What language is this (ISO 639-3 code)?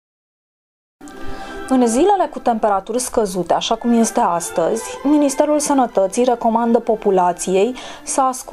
ron